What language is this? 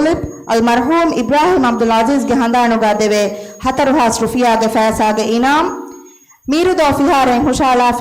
Divehi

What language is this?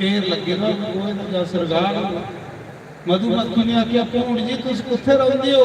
Dogri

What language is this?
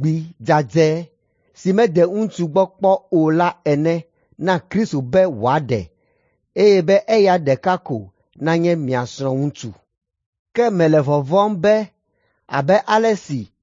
Ewe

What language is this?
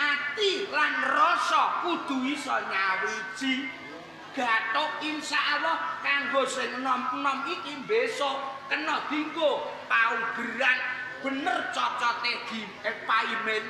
Javanese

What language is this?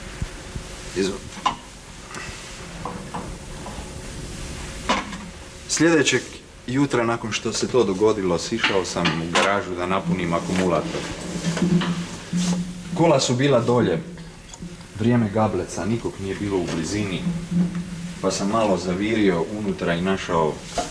Croatian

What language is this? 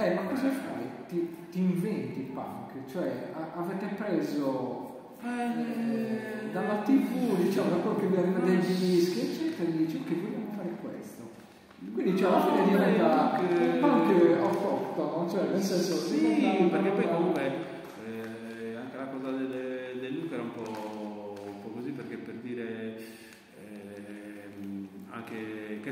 Italian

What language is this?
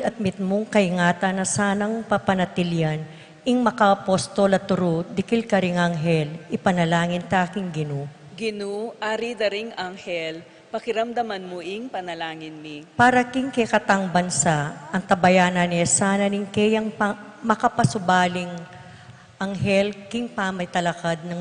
Pampanga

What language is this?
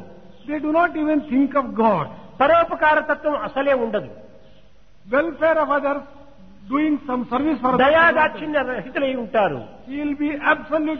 Telugu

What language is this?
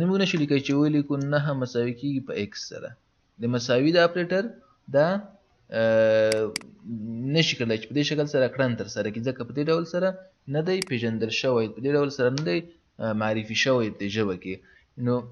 Pashto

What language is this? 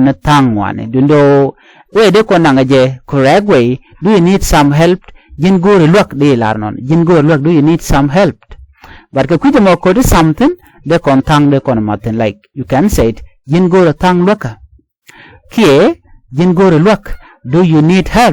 Nuer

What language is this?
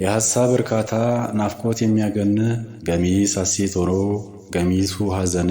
Amharic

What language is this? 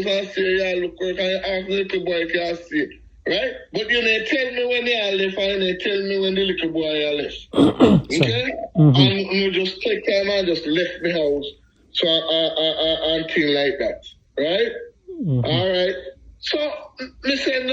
Jamaican Creole English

